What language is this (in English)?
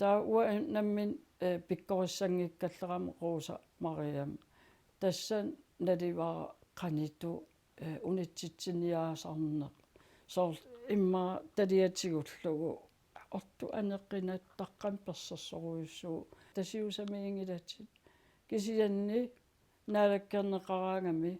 Kalaallisut